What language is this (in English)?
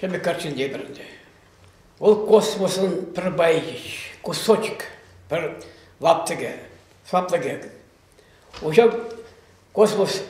Chuvash